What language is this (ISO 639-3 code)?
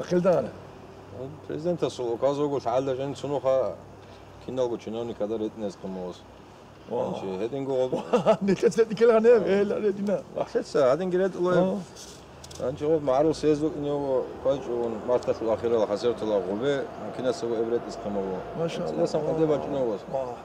ava